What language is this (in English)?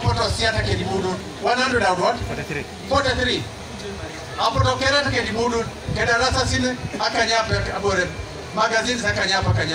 Teso